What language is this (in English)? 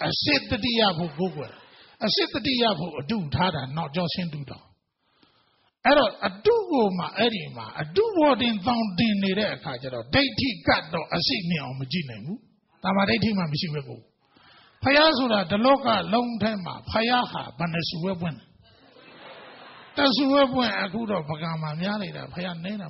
Burmese